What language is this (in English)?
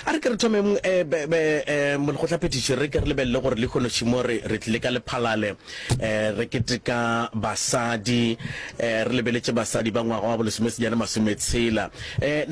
Northern Sotho